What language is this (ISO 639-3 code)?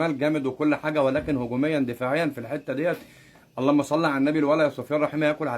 arz